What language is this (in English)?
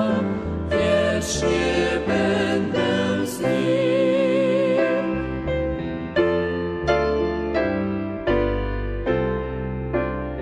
Polish